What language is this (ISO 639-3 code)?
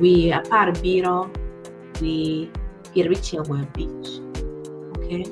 ach